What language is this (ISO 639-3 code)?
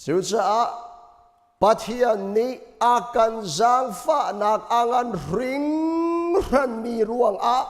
cnh